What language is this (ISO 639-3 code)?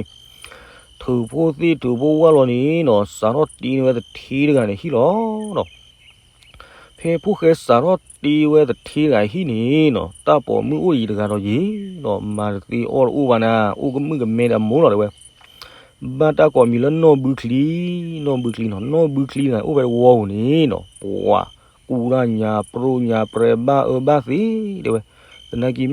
ksw